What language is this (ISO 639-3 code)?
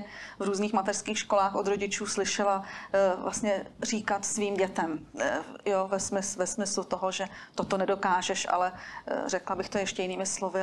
ces